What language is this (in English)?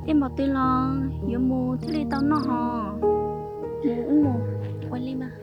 Hmong